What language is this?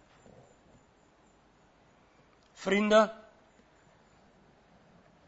Afrikaans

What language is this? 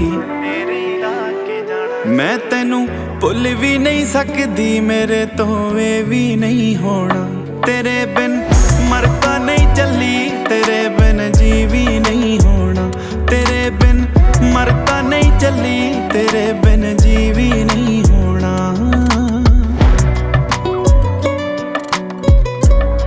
Punjabi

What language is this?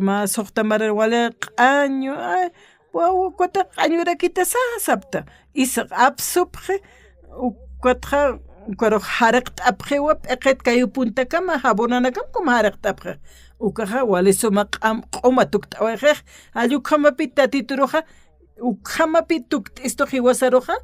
Aymara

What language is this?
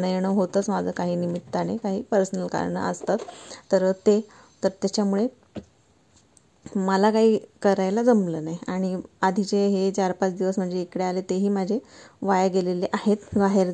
Marathi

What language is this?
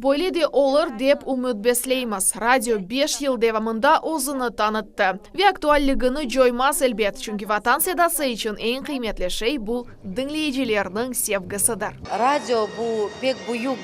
Crimean Tatar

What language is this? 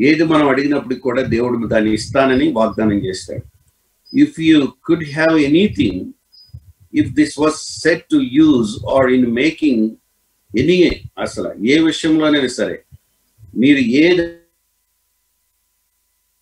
Telugu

